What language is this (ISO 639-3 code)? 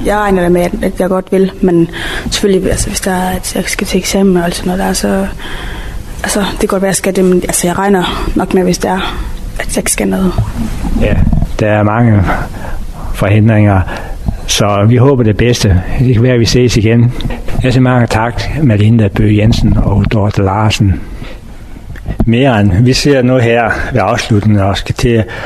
dan